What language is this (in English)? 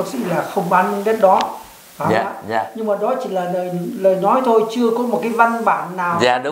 Vietnamese